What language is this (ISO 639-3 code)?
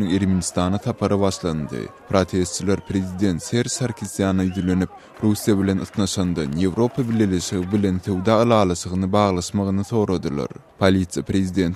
tuk